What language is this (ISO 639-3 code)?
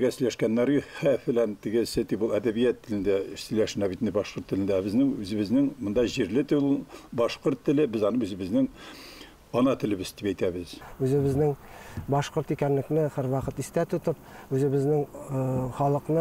bak